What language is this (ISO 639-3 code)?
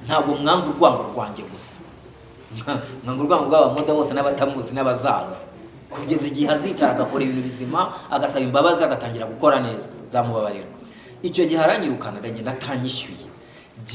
kin